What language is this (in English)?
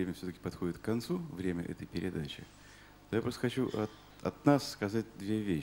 Russian